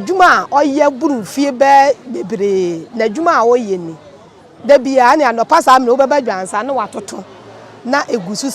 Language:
Akan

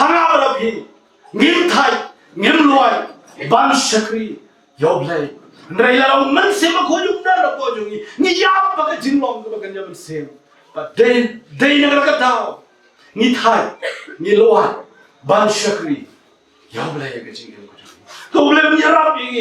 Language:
Khasi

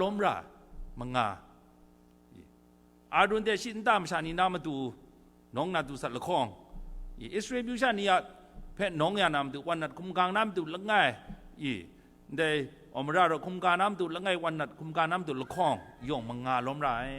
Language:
Kachin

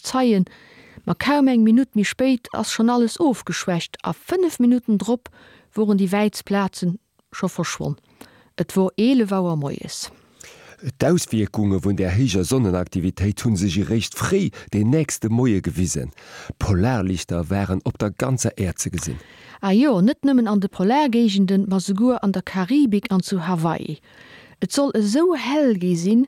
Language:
Luxembourgish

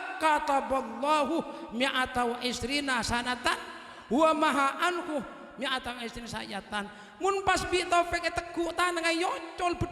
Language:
Madurese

